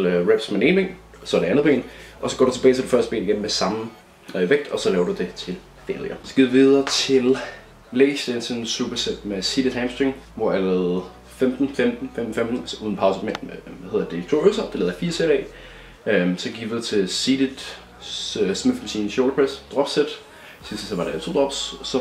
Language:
Danish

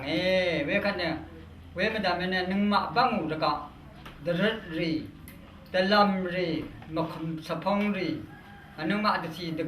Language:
Rawang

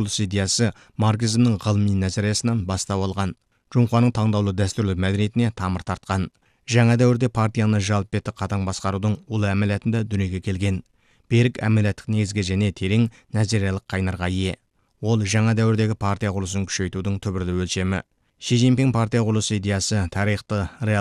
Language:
Kazakh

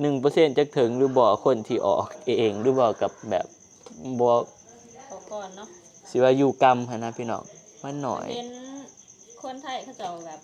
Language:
Northeastern Thai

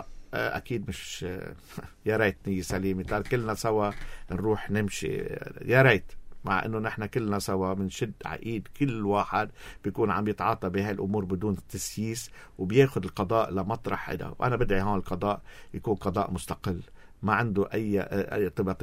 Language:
North Levantine Arabic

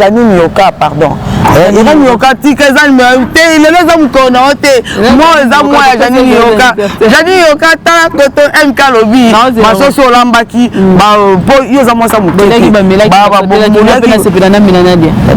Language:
Lingala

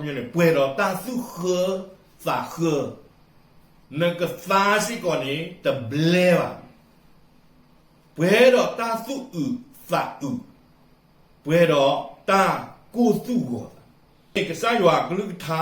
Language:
S'gaw Karen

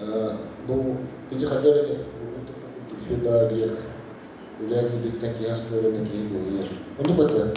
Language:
Yakut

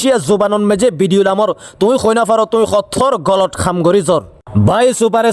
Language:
Rohingya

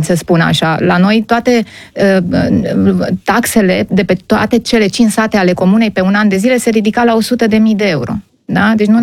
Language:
Romanian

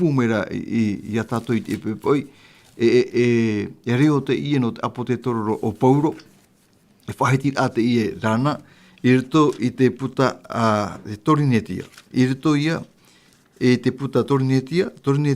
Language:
Tahitian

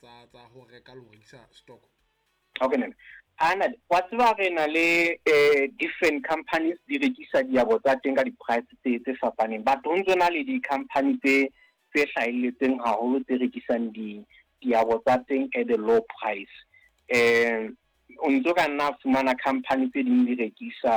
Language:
Southern Sotho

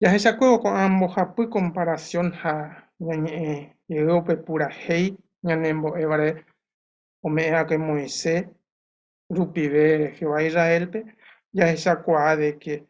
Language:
Guarani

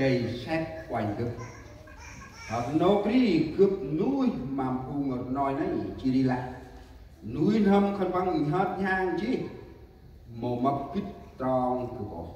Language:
Central Mnong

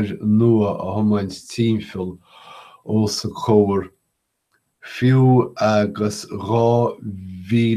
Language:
Irish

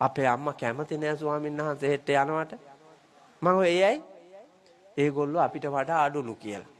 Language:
Sinhala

